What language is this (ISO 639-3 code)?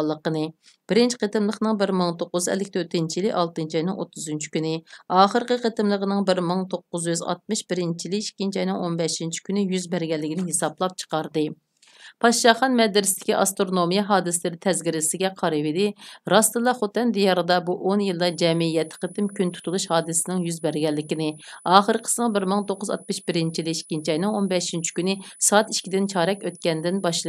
uig